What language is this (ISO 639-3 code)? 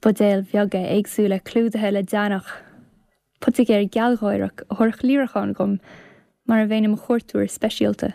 gle